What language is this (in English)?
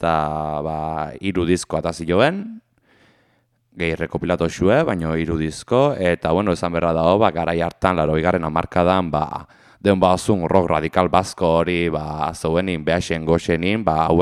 Basque